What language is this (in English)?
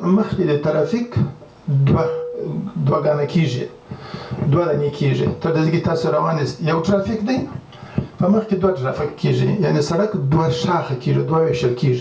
Pashto